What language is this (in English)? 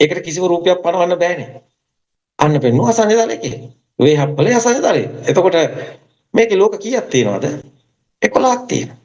Sinhala